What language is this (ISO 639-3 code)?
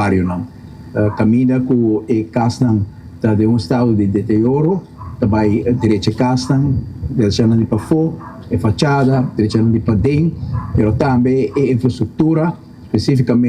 pap